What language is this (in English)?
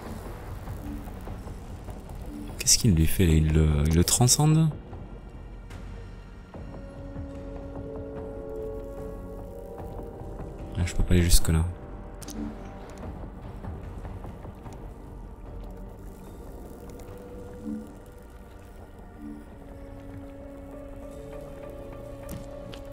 French